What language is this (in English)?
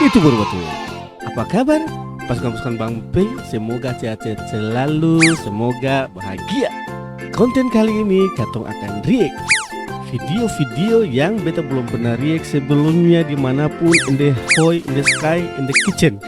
Ambonese Malay